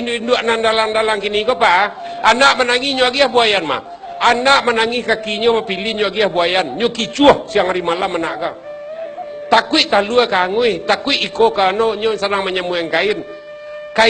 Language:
Minangkabau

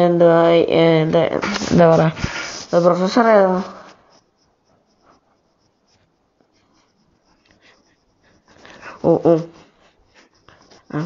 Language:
Malayalam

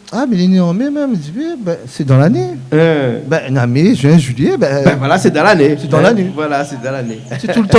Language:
Réunion Creole French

